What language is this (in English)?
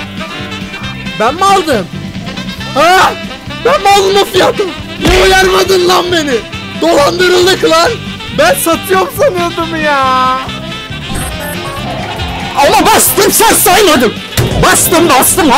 Turkish